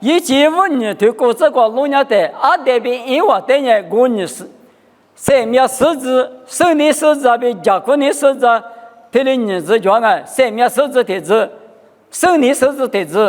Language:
Lisu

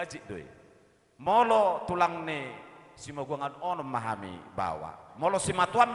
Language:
Batak Toba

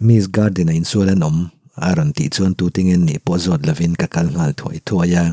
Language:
Mizo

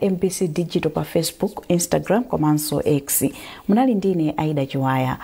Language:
Nyanja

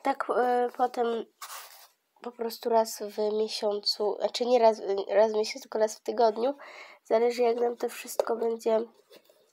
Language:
Polish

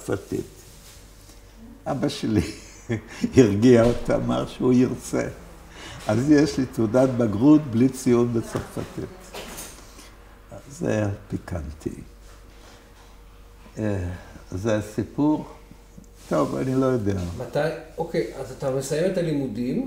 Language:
Hebrew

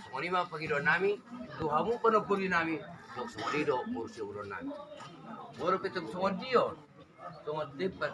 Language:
Batak Toba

